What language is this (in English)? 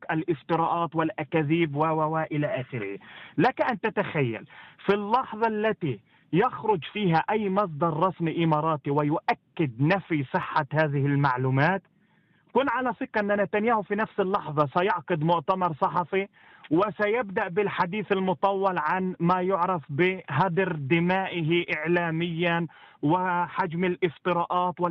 Arabic